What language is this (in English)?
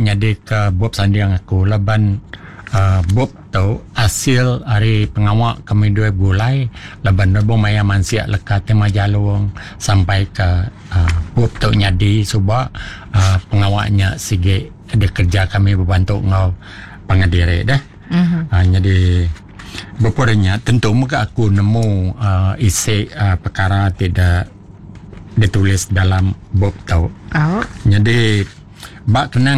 Iban